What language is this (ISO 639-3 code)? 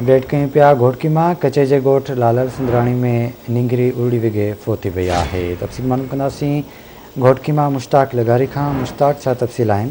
snd